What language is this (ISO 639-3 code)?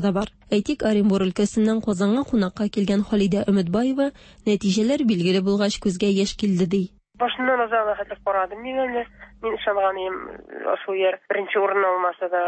tat